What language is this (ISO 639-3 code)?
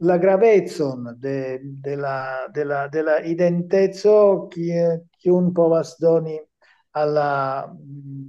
epo